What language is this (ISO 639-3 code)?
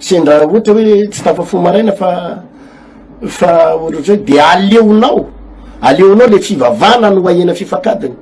mlg